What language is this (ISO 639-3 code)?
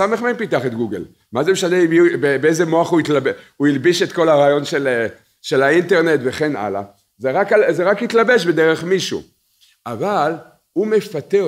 heb